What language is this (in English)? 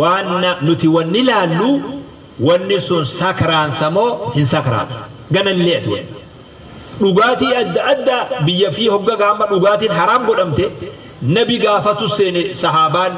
Oromo